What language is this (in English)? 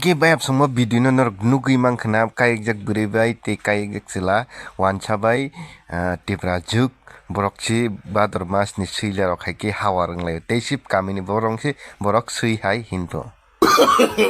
Kok Borok